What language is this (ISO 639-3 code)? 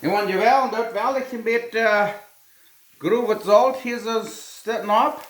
pdt